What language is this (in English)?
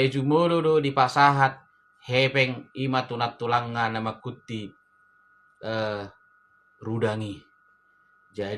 Batak Toba